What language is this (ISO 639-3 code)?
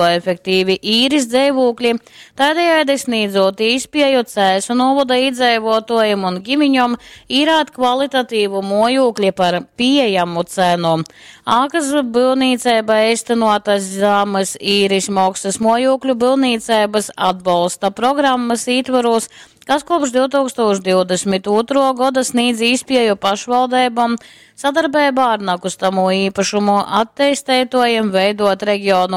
ltg